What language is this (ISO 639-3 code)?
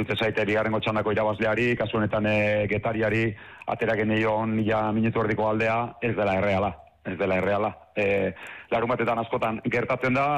eus